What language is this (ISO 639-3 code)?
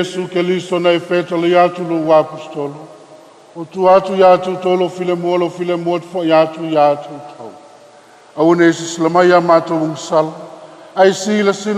smo